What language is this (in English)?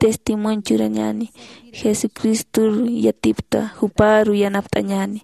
Aymara